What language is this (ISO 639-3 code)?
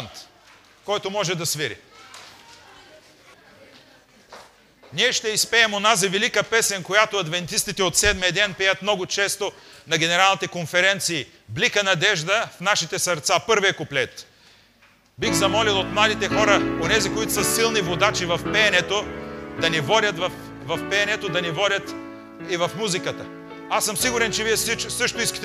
bul